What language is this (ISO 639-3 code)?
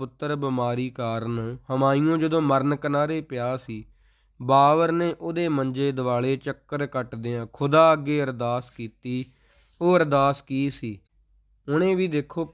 pan